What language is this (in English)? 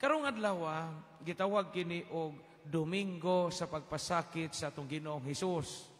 Cebuano